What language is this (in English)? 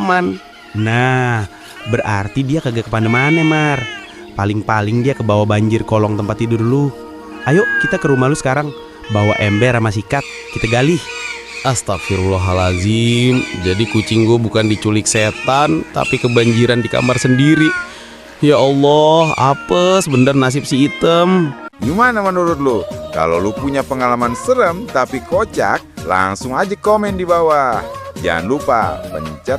Betawi